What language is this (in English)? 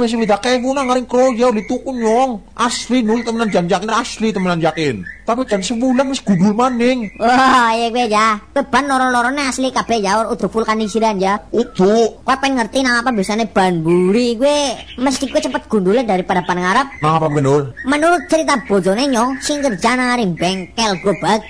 Javanese